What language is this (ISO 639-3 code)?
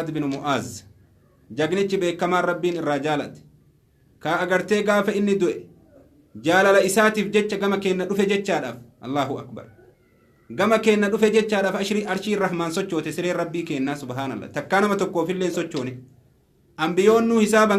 orm